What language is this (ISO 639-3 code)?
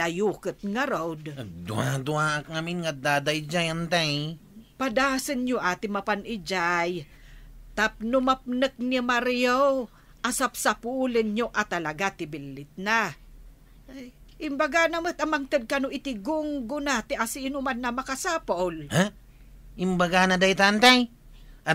ilo